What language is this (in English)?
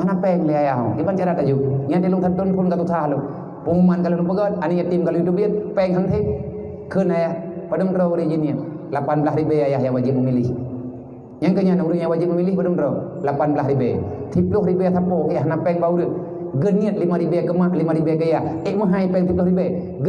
Achinese